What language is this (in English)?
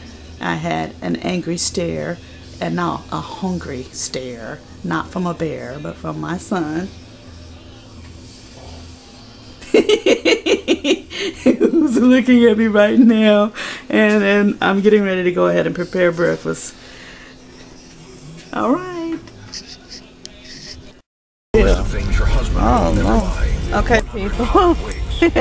English